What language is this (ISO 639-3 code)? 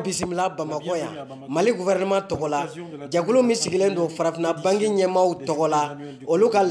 bam